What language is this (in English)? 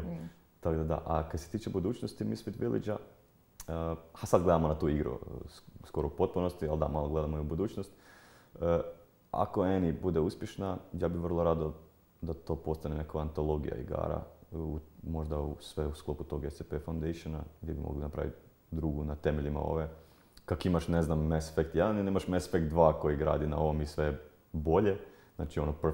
Croatian